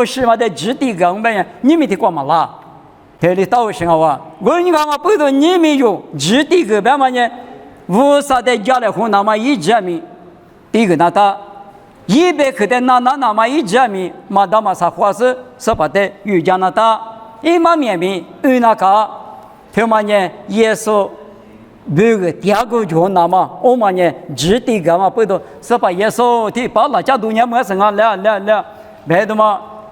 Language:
Lisu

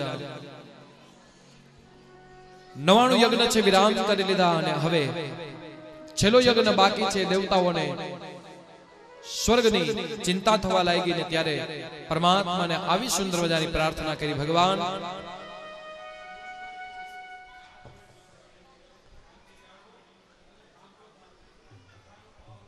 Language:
Gujarati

